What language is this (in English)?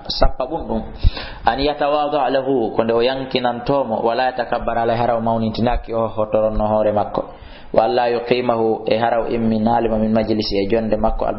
Fula